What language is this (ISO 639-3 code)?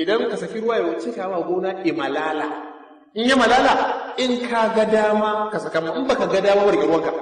hau